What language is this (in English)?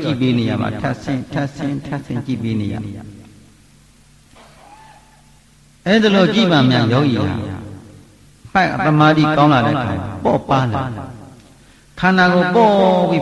Burmese